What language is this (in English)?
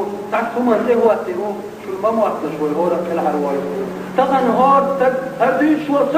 Chechen